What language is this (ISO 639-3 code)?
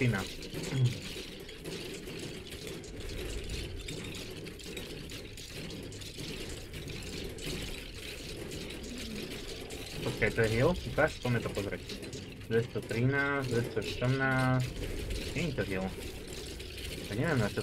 slk